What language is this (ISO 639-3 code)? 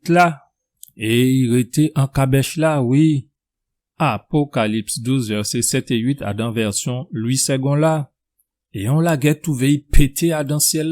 gcf